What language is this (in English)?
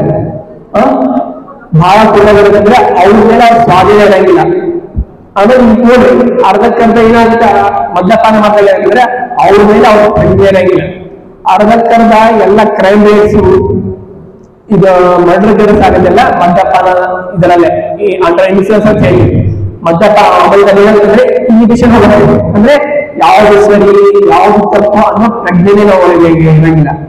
Kannada